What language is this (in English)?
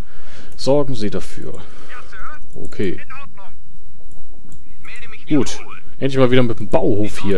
German